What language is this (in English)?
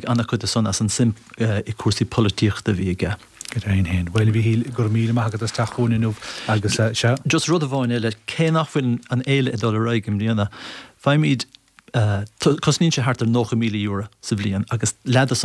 Irish